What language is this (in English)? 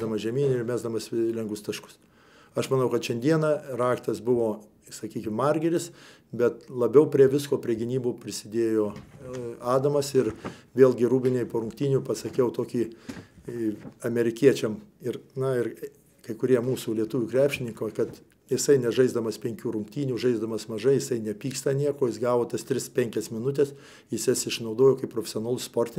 Lithuanian